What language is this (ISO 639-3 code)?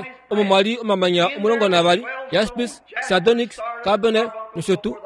kua